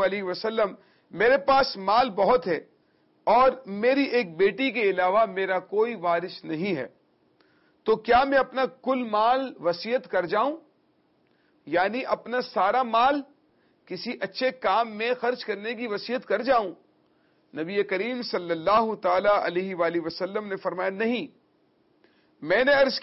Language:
Urdu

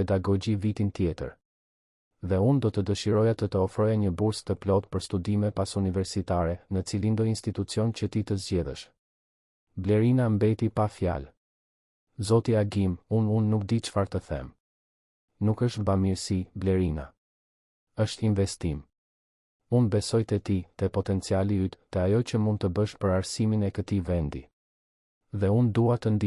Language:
Albanian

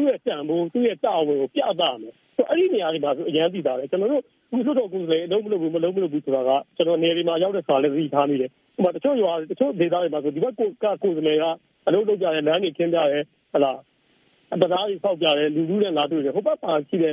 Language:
Burmese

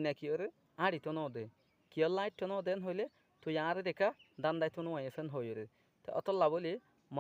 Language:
Rohingya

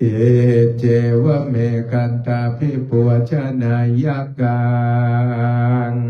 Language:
Pali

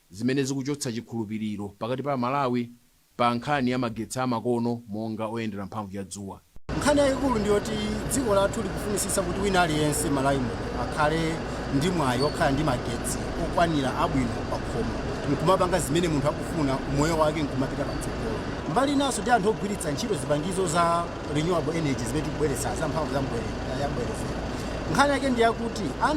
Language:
Nyanja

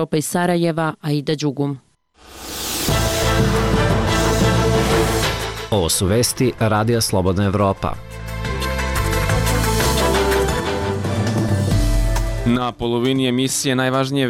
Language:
Serbian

